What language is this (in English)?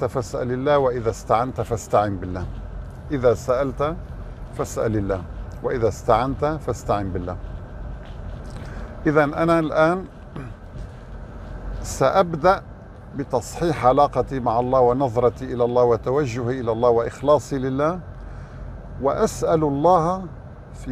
Arabic